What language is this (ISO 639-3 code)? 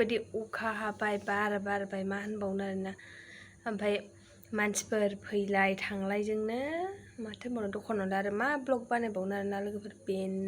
brx